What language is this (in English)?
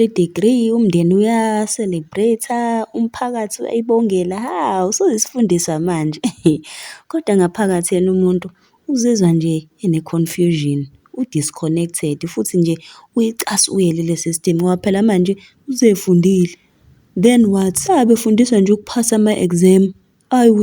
Zulu